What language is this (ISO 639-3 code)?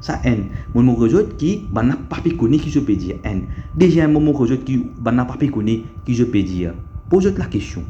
mfe